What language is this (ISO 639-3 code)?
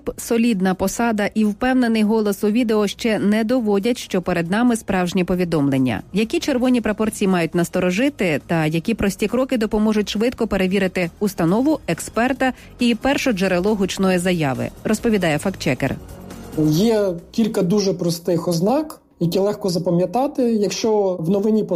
ukr